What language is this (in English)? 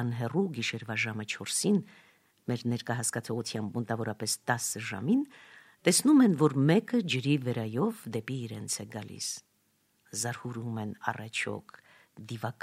Armenian